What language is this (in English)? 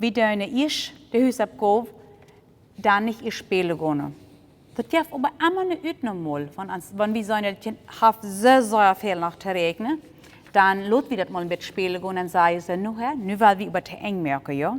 Plautdietsch